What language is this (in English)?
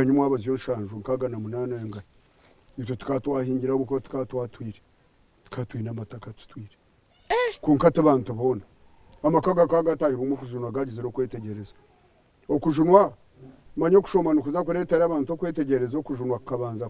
Nyankole